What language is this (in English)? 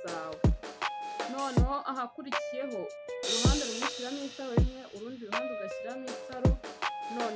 Kinyarwanda